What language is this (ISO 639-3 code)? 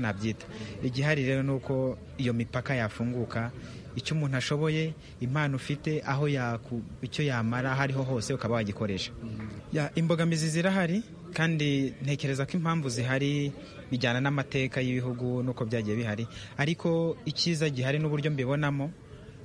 kin